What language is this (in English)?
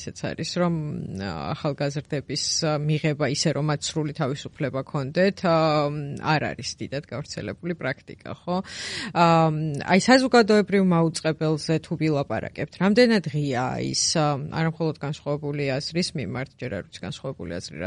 Georgian